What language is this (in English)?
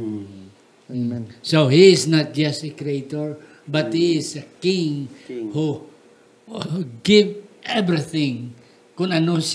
Hiligaynon